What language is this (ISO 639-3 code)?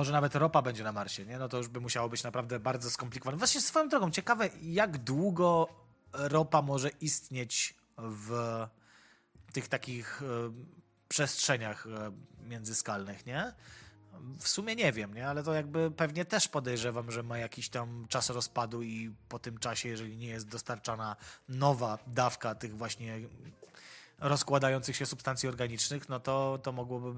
pol